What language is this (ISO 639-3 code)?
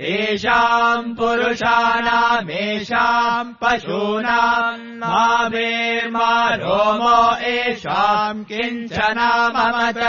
san